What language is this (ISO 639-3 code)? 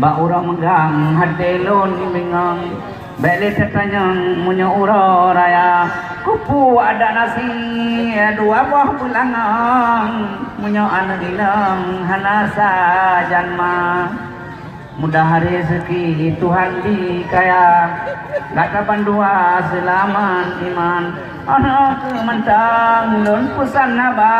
ace